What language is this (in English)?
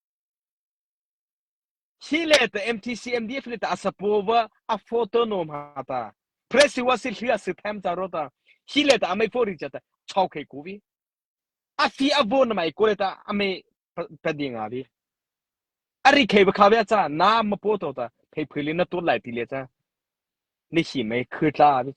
Mara Chin